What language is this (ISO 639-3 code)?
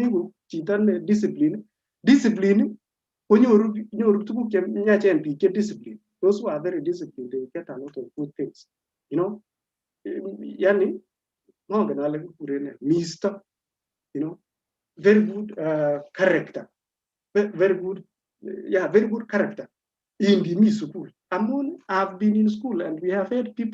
kln